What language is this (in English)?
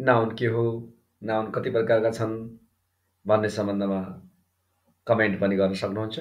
Nepali